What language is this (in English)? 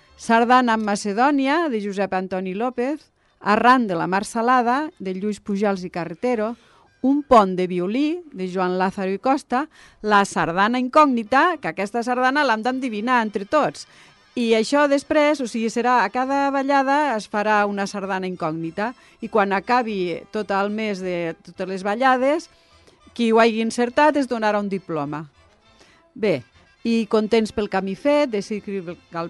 Catalan